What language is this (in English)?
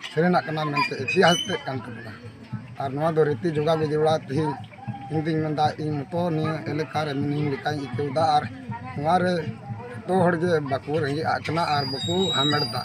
Santali